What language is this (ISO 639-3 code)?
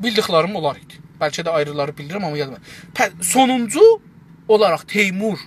azb